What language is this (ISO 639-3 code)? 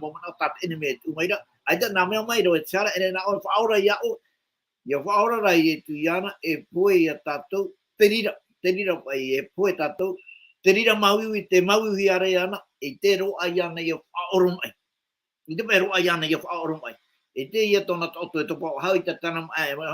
tah